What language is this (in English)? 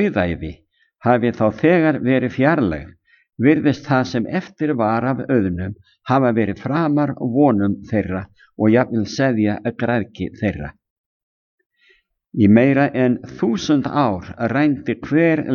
Icelandic